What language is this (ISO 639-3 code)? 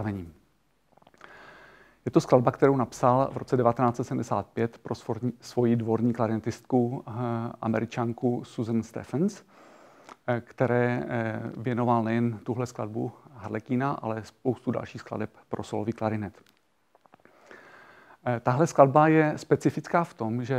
ces